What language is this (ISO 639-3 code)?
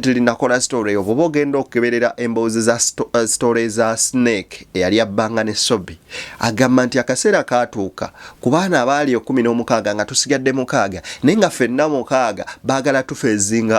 lug